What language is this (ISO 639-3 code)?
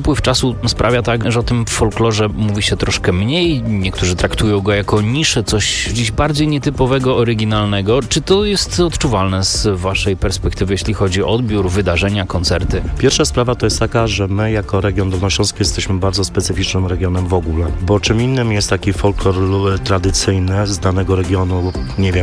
pol